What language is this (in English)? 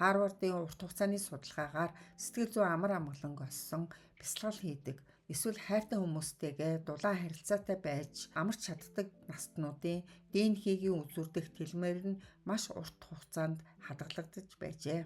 Mongolian